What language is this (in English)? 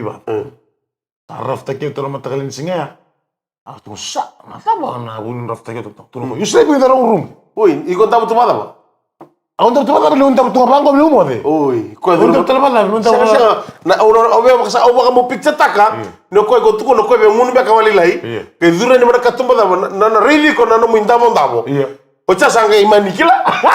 Fijian